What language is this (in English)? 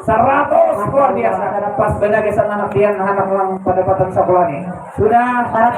Banjar